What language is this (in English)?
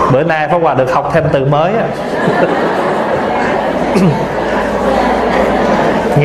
Vietnamese